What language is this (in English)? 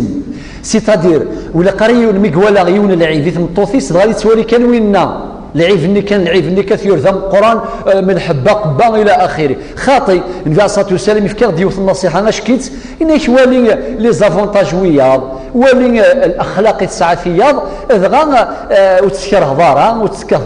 Kabyle